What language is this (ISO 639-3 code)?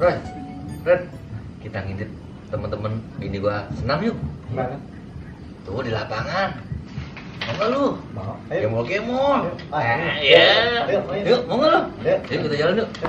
bew